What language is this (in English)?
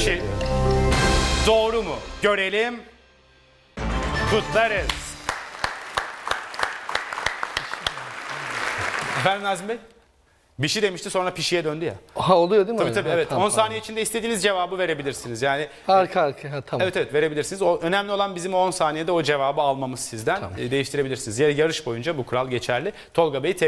Turkish